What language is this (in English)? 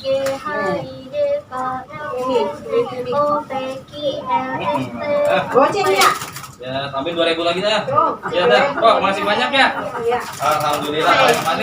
Betawi